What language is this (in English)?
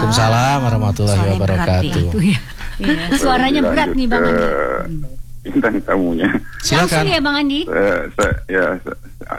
Indonesian